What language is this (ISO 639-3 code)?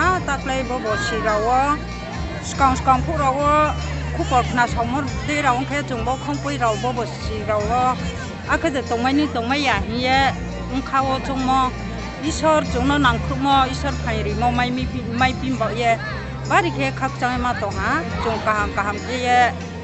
ria